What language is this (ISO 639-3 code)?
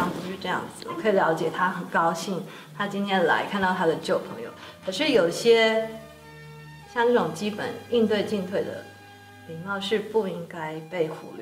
zho